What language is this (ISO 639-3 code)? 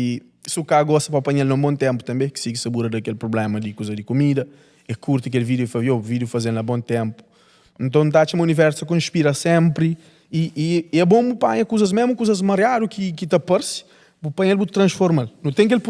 kea